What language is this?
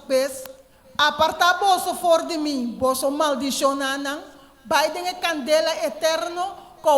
Papiamento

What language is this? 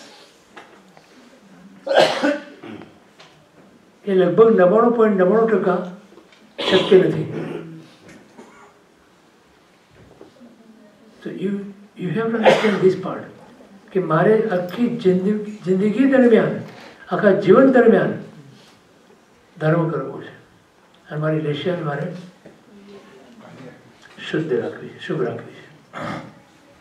Gujarati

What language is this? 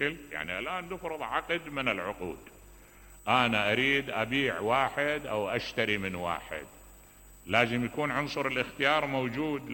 Mesopotamian Arabic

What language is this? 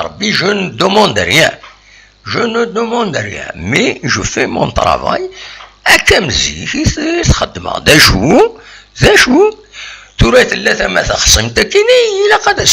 Kabyle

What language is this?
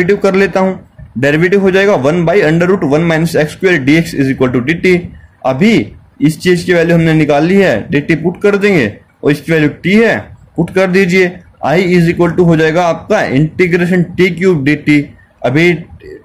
Hindi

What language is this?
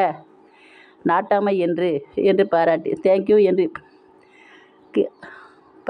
Tamil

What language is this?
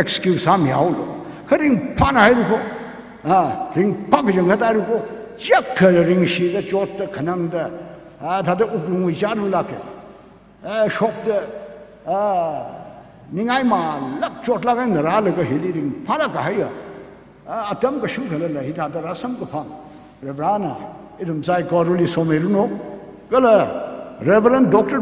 Tangkhul Naga (India)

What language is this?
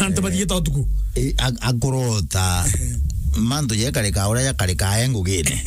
Meru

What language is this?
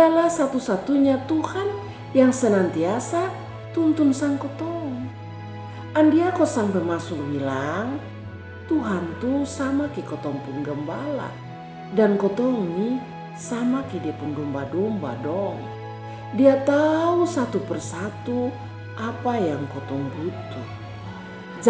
Kupang Malay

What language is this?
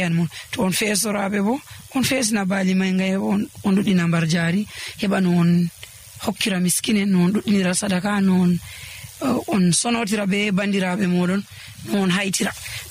Nigerian Fulfulde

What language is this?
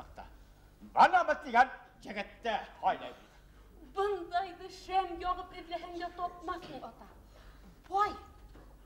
Bashkir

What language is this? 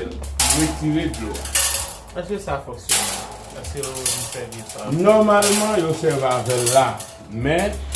Haitian Creole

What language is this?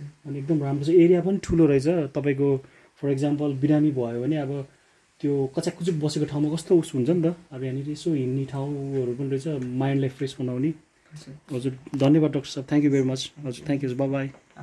Nepali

